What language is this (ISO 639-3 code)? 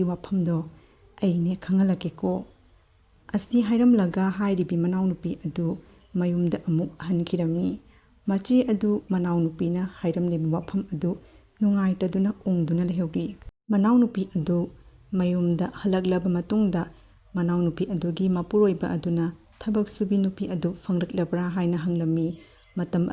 mni